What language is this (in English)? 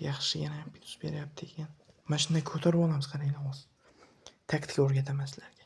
Uzbek